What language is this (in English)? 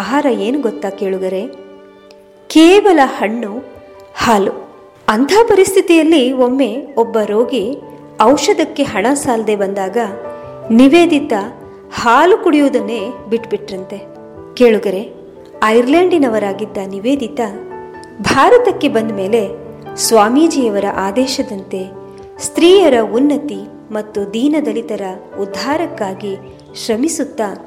Kannada